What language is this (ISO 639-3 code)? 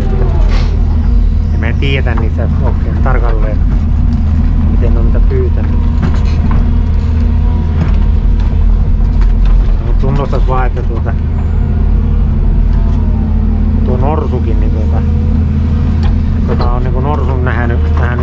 fin